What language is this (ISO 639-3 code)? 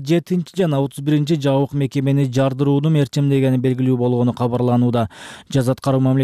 kir